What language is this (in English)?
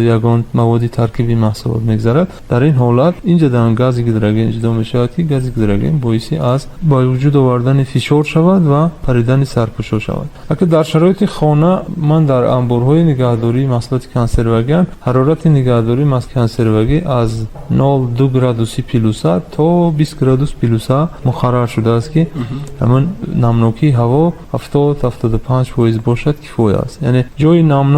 Tajik